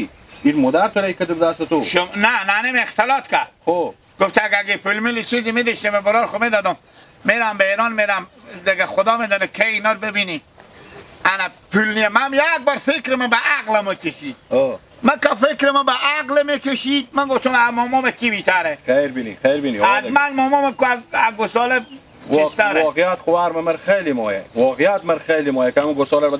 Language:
Hazaragi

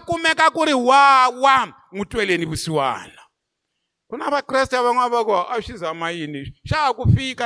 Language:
Tsonga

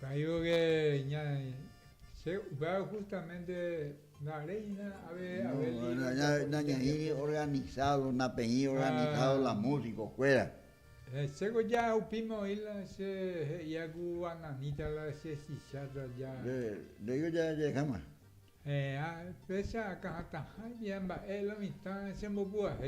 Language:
Guarani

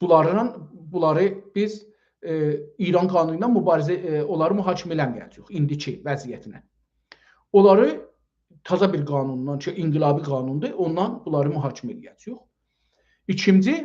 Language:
South Azerbaijani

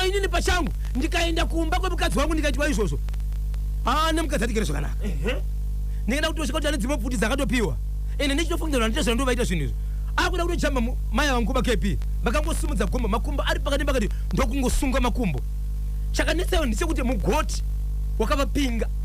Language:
Shona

